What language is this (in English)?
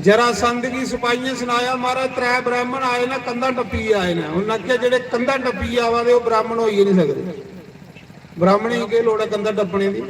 Dogri